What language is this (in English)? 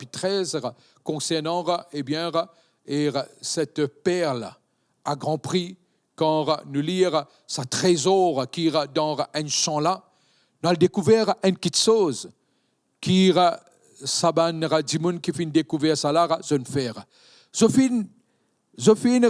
Morisyen